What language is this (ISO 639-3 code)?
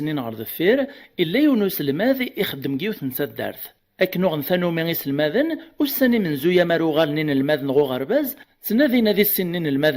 kab